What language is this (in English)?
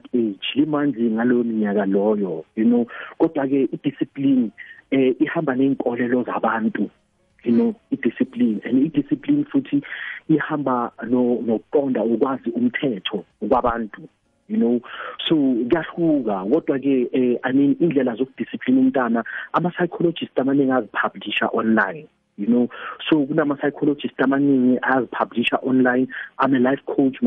South Ndebele